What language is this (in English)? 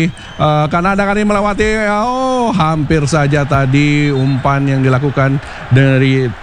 Indonesian